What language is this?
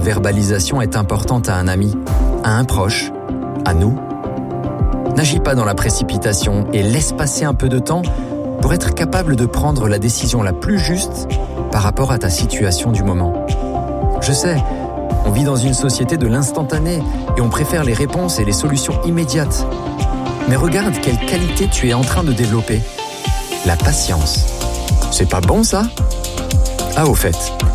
French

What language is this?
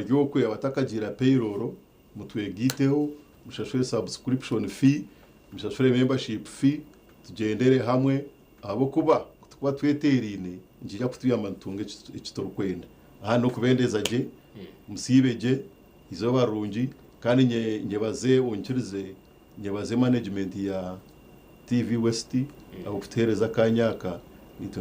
Nyankole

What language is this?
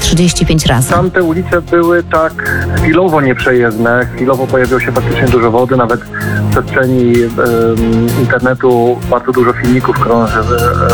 Polish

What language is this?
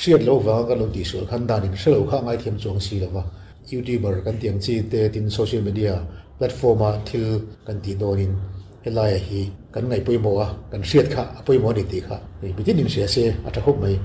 Mizo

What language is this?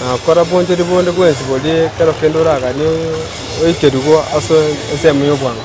Gusii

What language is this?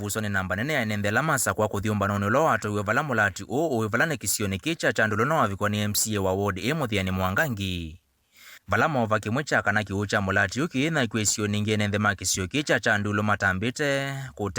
Kamba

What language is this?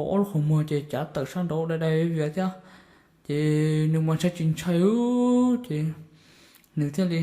Hmong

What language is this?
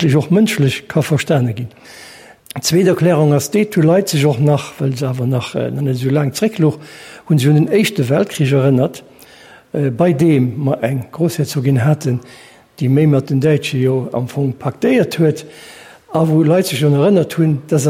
Luxembourgish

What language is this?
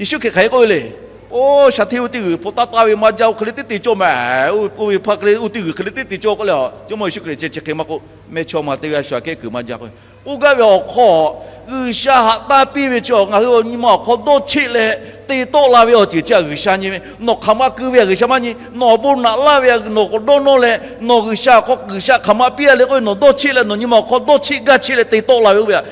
Lahu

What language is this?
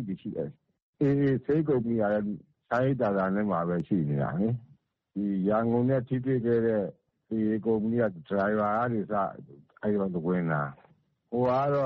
Burmese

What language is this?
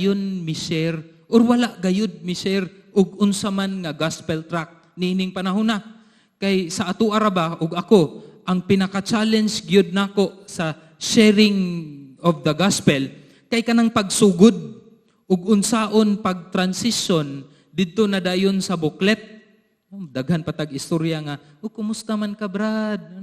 Cebuano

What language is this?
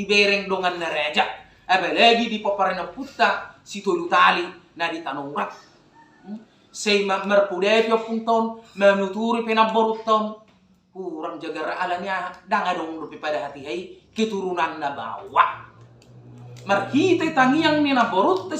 Batak Toba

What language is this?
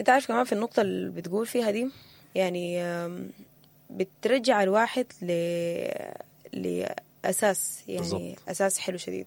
Sudanese Arabic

